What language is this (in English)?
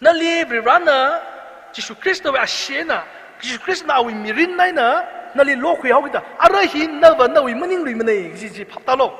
Tangkhul Naga (India)